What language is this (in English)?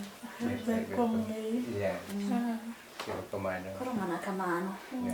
Luo (Kenya and Tanzania)